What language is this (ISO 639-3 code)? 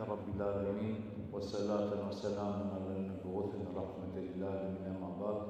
rmn